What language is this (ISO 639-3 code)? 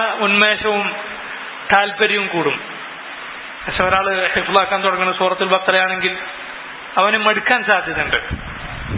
mal